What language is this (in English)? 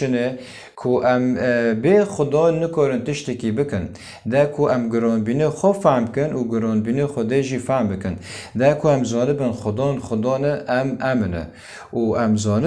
Kurdish